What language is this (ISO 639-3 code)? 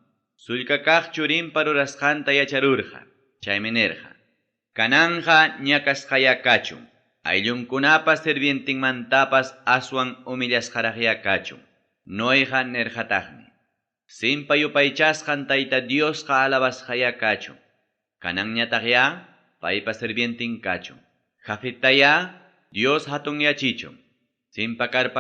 quy